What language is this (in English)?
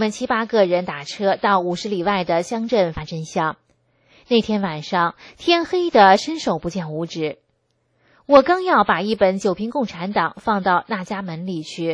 Chinese